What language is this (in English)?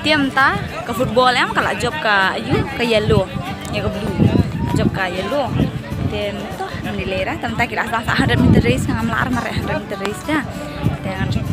Khasi